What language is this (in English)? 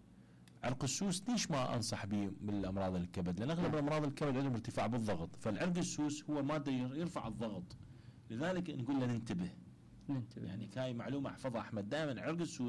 Mesopotamian Arabic